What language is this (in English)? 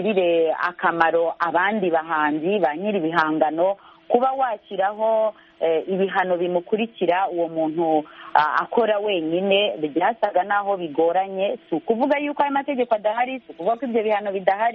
Kinyarwanda